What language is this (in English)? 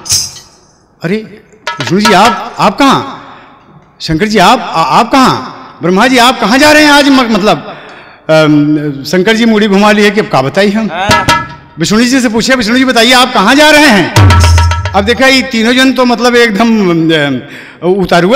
Bhojpuri